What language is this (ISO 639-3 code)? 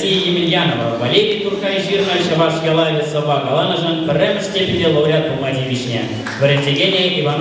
chv